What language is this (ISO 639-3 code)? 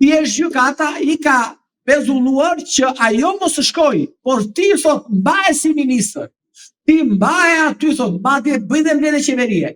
sqi